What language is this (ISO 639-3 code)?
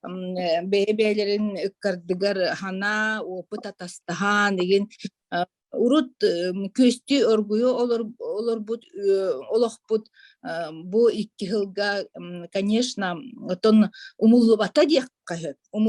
sah